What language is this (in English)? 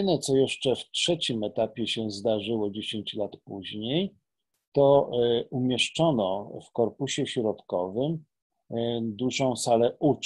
Polish